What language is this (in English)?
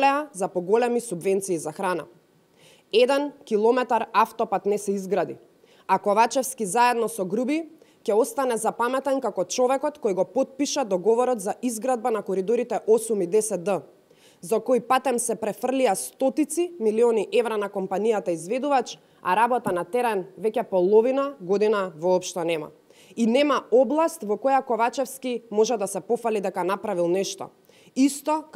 Macedonian